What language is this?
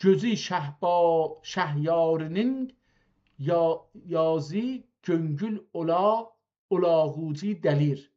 South Azerbaijani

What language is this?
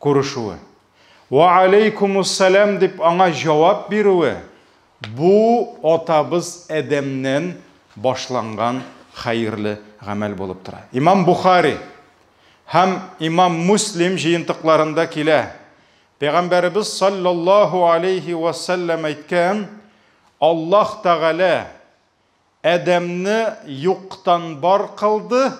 Tatar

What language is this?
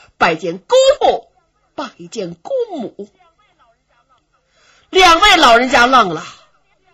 Chinese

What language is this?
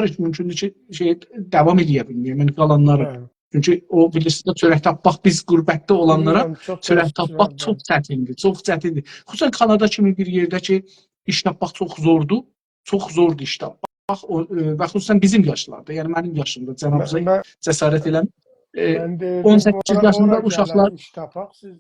South Azerbaijani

